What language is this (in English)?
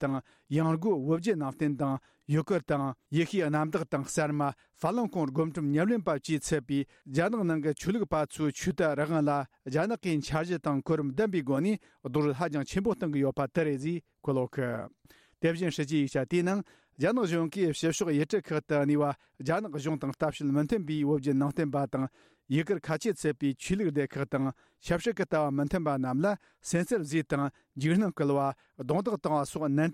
Tibetan